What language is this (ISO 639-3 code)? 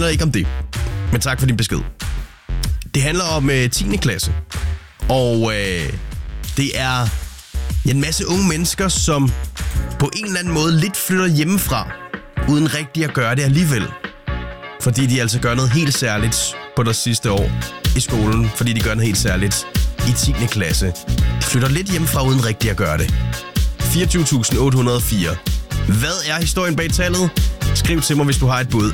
dan